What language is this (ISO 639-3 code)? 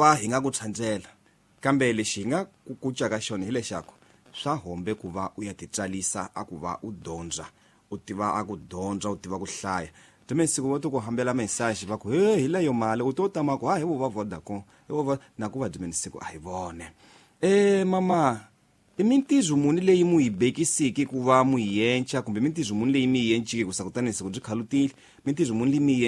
tso